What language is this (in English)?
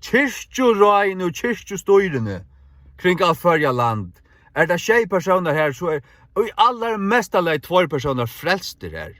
Faroese